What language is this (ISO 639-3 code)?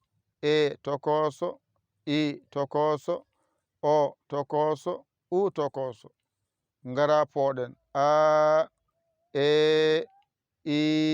ful